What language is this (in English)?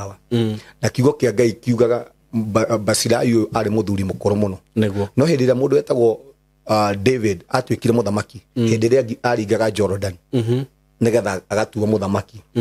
Kikuyu